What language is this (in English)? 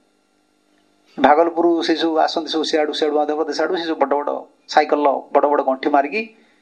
Odia